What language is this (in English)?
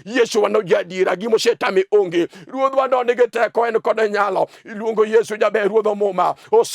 Luo (Kenya and Tanzania)